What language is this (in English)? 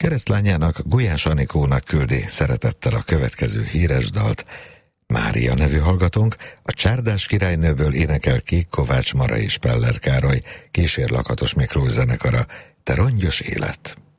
Hungarian